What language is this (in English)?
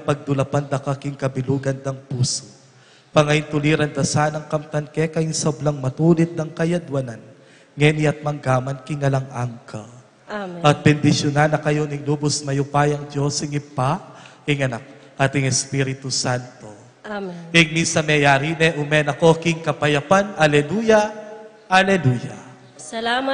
Pampanga